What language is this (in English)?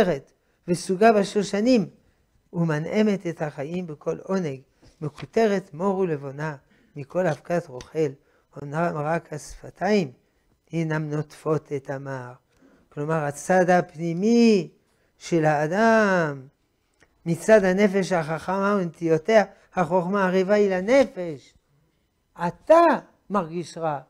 Hebrew